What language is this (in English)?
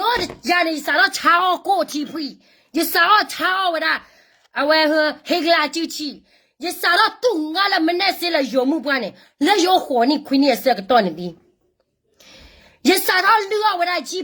S'gaw Karen